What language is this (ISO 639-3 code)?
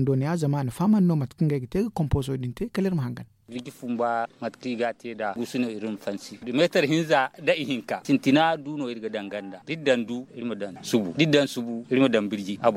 dje